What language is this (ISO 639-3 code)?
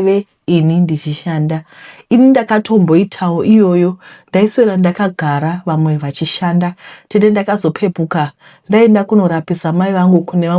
sna